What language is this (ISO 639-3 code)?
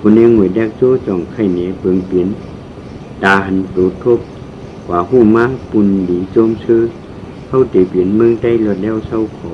shn